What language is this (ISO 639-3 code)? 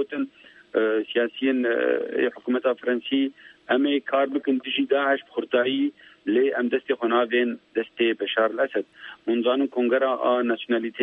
kur